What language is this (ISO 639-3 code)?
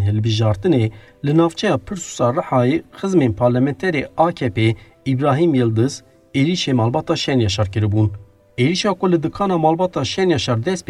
kur